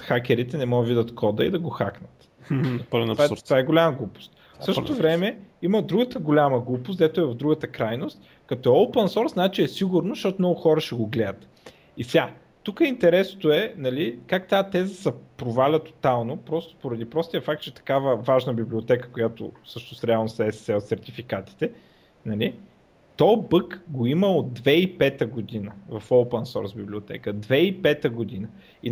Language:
Bulgarian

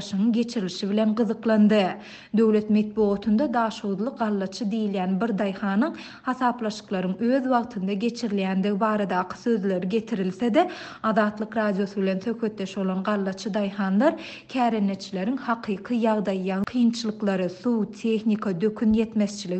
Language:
Turkmen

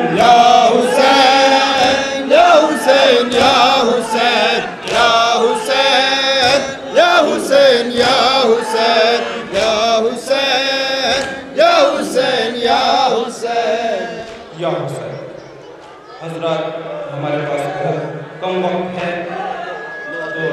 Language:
Urdu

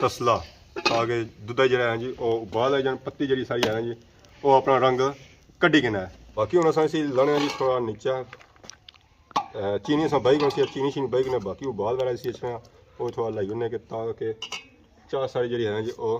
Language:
Pahari-Potwari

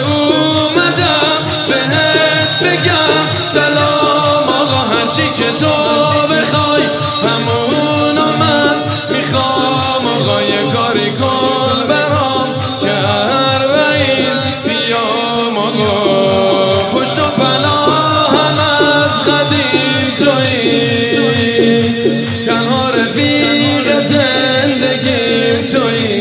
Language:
Persian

